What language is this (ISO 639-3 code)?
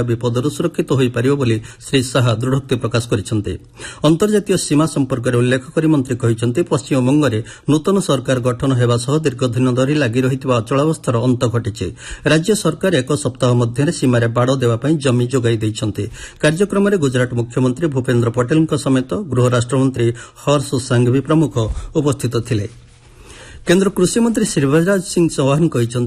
ori